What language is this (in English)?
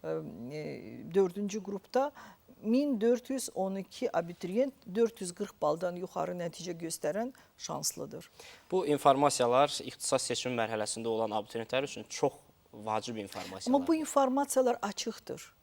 Azerbaijani